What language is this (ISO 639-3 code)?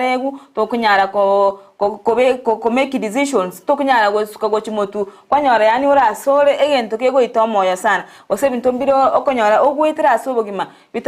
guz